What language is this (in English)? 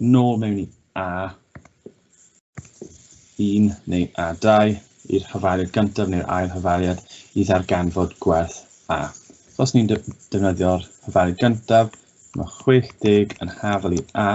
Welsh